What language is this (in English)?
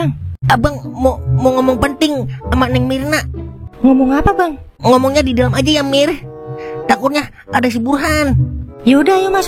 Betawi